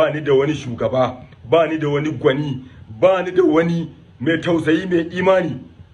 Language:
Hausa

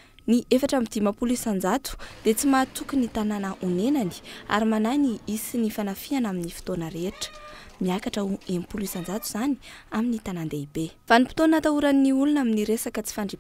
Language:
Malagasy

